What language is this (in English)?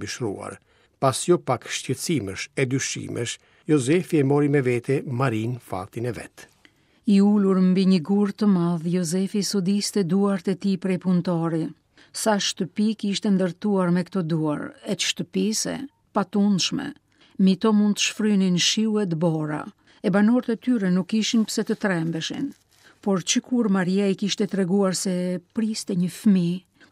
Albanian